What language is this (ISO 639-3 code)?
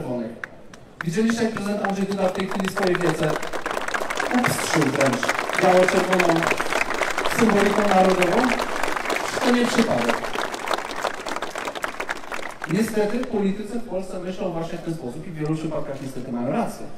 pol